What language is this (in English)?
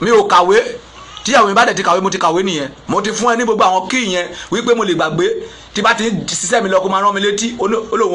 Yoruba